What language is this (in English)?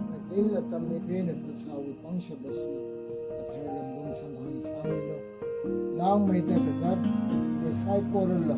Tangkhul Naga (India)